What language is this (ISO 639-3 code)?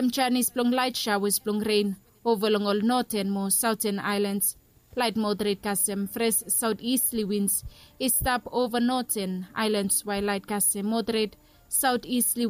bis